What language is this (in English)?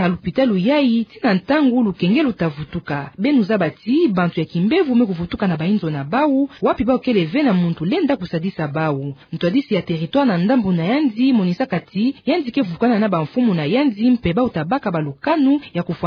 Kituba (Democratic Republic of Congo)